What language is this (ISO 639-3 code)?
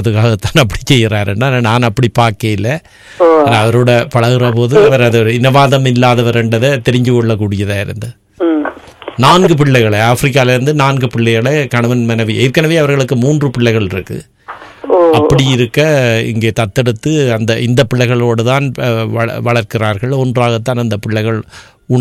tam